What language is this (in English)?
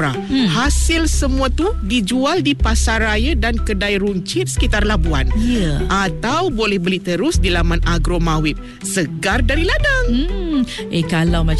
Malay